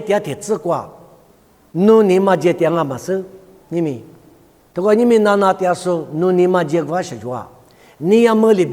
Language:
Lisu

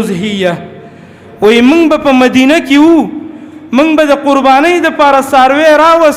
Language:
Pashto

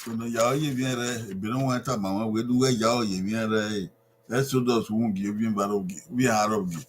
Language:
Bini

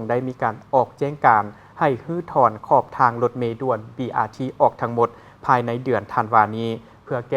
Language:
Lao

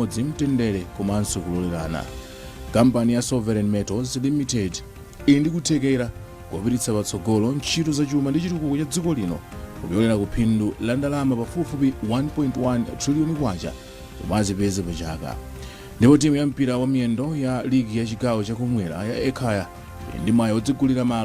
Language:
Nyanja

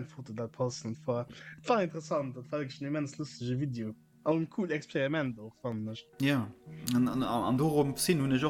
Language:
Luxembourgish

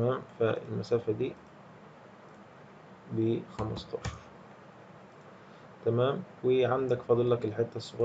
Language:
Egyptian Arabic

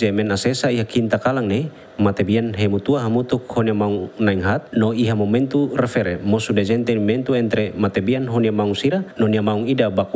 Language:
Tetum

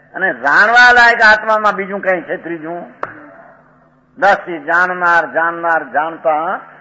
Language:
Gujarati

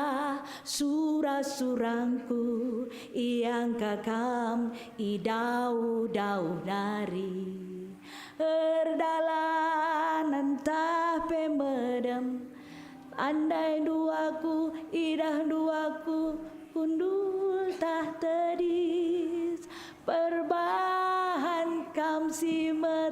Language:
Batak Karo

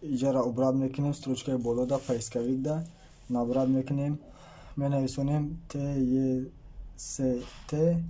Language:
Tajik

